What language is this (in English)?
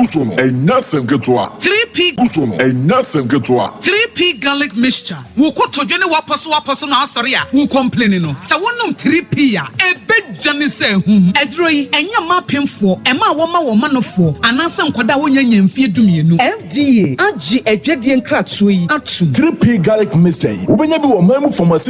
Akan